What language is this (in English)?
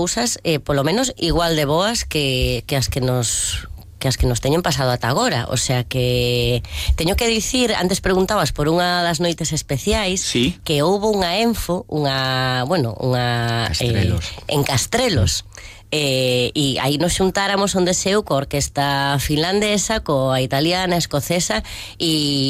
Galician